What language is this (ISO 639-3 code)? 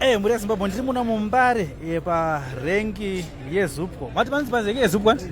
sna